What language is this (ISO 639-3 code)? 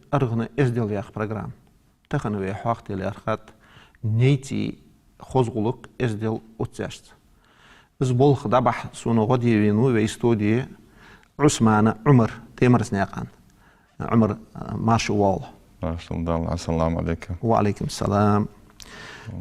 inh